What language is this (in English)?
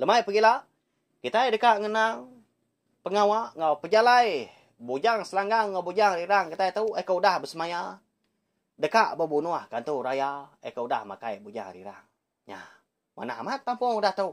Iban